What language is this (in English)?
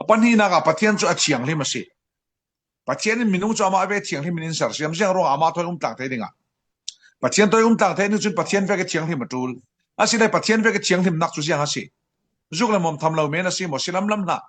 Falam Chin